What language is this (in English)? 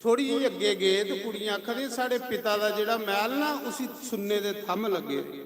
Dogri